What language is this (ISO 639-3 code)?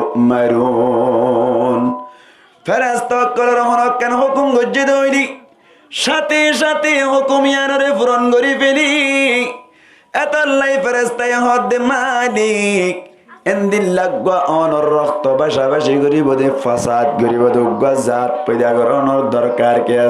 rhg